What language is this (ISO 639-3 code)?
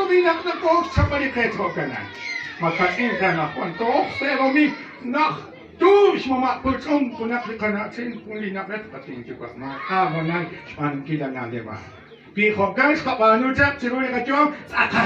kek